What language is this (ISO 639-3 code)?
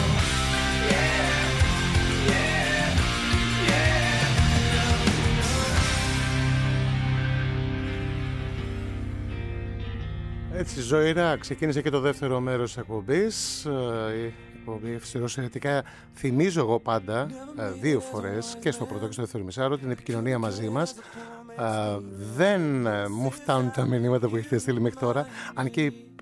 ell